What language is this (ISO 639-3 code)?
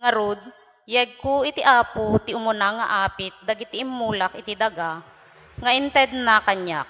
ilo